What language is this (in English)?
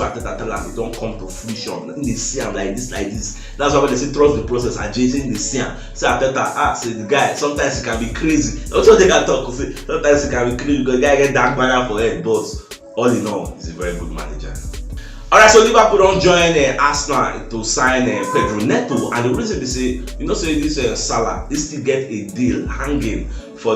Nigerian Pidgin